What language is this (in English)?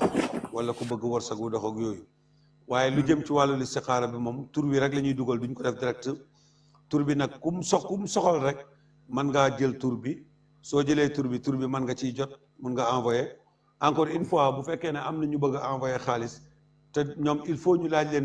Wolof